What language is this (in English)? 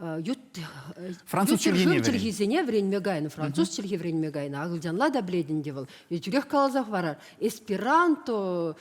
Chuvash